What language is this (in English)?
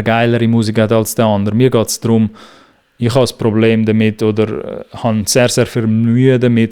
Swiss German